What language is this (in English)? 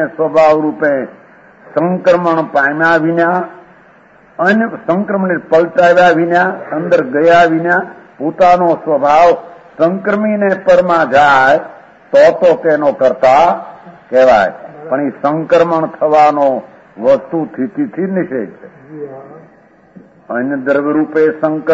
Gujarati